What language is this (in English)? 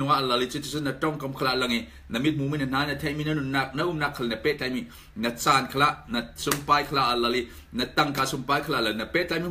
Falam Chin